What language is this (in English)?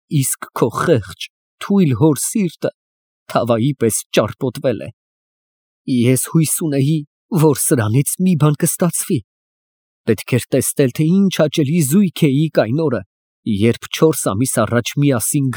Armenian